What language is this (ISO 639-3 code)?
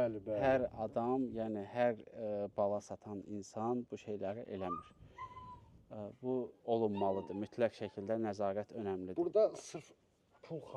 aze